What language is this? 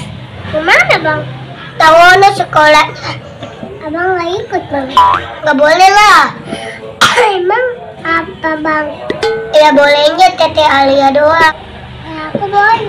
Betawi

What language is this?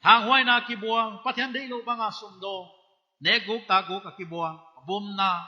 Paite Chin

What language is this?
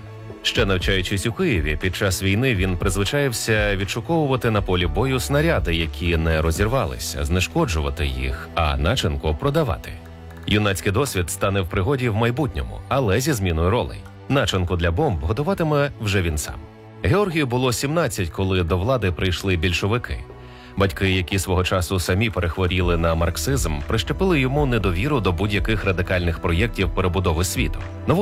Ukrainian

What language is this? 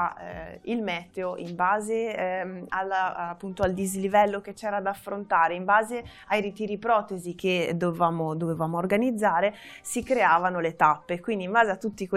Italian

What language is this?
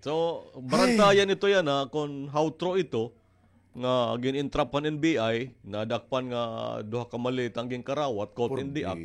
Waray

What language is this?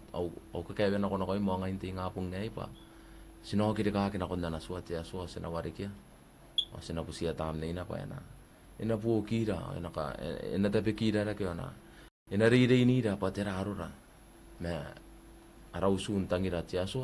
Gilbertese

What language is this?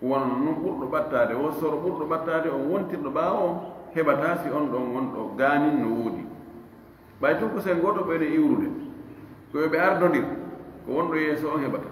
Fula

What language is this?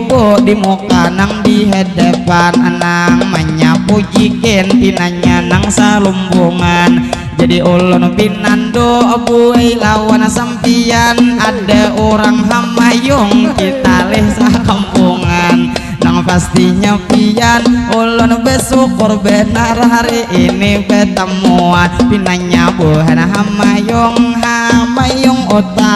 Banjar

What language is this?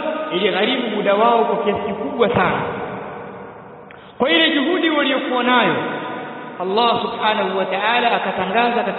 Swahili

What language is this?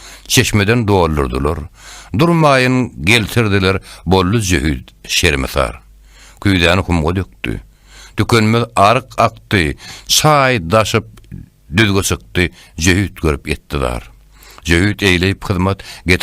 Turkmen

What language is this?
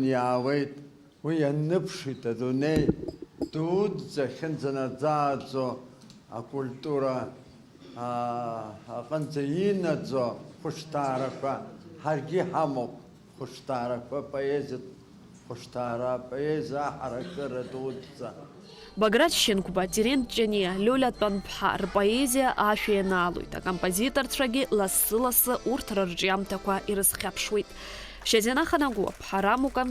Abkhazian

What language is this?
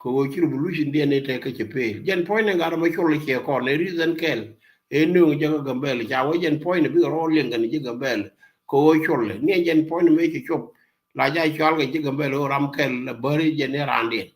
Nuer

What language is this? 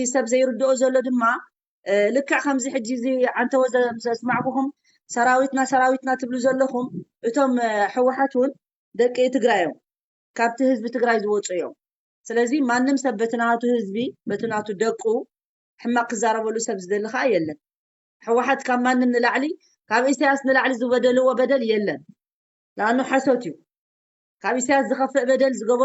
Tigrinya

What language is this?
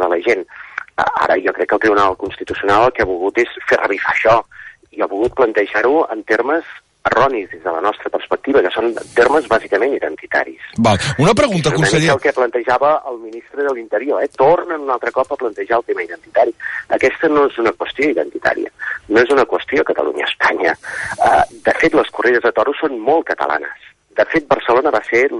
Catalan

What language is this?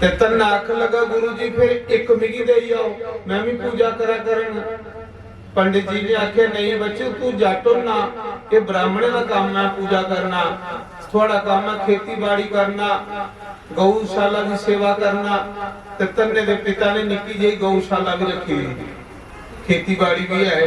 Dogri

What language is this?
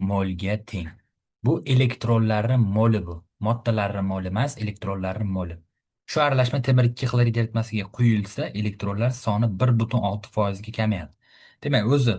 Uzbek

